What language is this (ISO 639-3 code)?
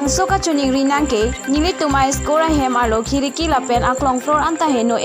mjw